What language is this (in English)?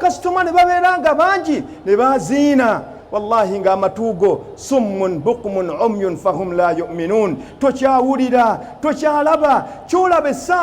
Ganda